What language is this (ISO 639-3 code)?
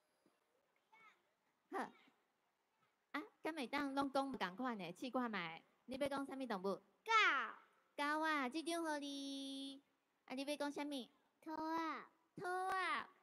nan